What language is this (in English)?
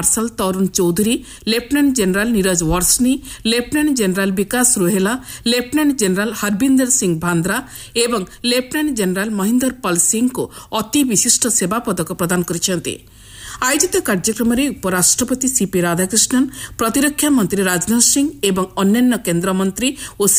Odia